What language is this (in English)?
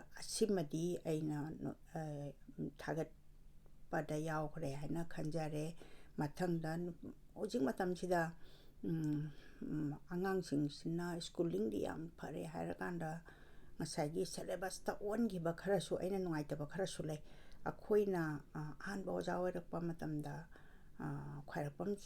Manipuri